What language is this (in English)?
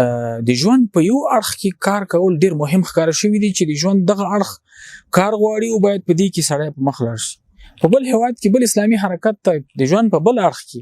Pashto